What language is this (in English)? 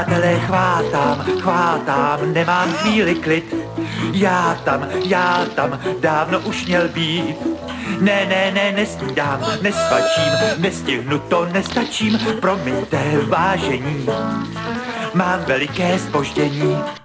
Czech